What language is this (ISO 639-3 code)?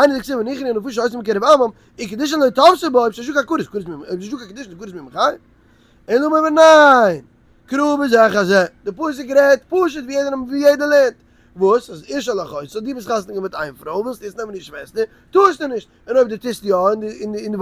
yid